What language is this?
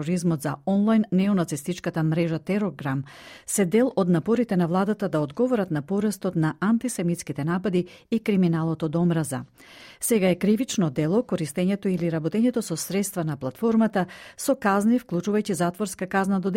Macedonian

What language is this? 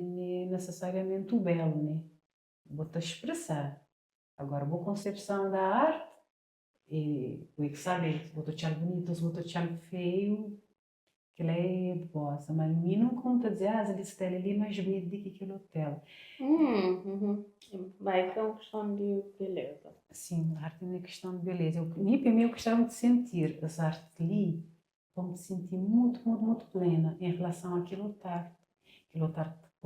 Kabuverdianu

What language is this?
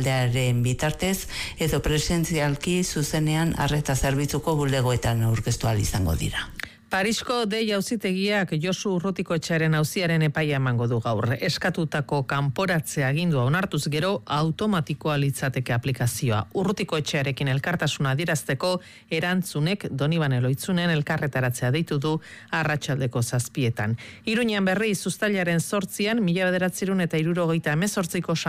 Basque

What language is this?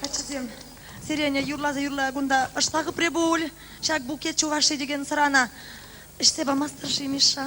Chuvash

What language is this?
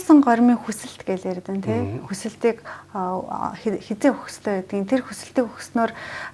Mongolian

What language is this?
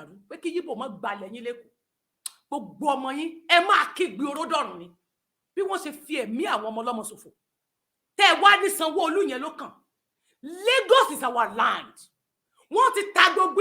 Yoruba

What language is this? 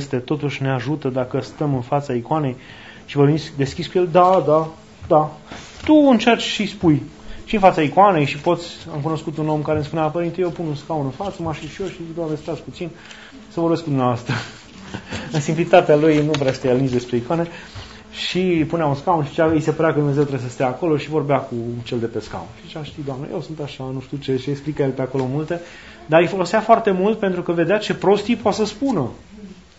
Romanian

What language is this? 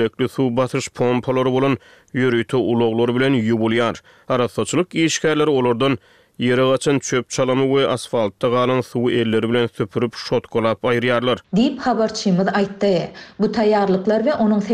Turkmen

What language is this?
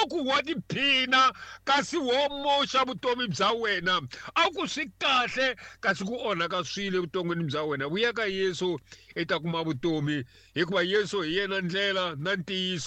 Tsonga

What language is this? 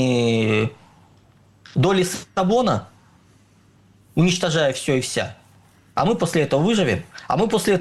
Russian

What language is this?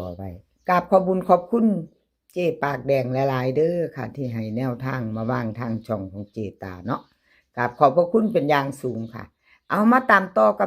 Northeastern Thai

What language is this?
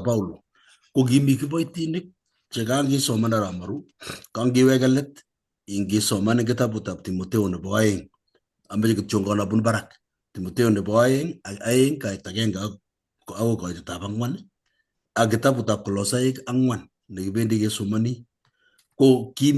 Kalenjin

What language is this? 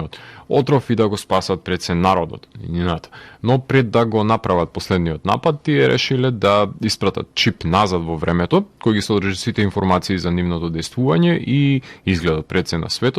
Macedonian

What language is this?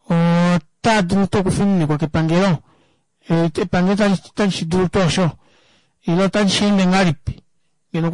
Kuanyama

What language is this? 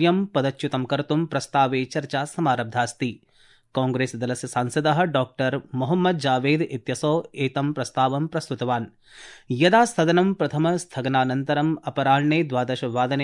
Sanskrit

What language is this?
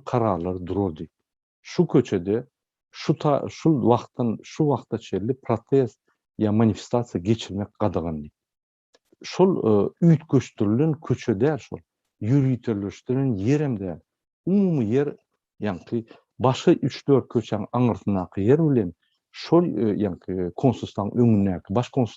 Turkmen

